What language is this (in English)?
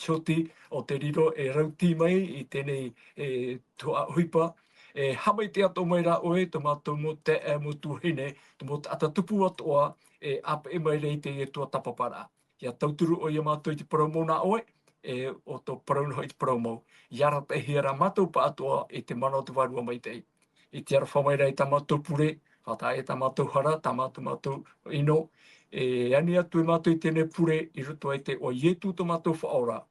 Tahitian